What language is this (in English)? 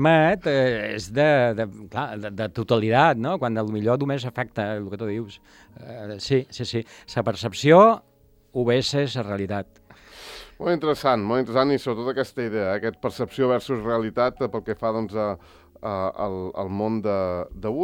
Catalan